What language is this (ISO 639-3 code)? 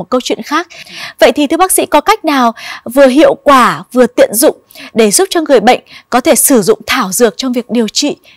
vie